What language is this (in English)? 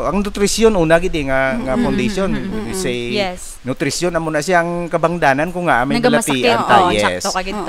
Hiligaynon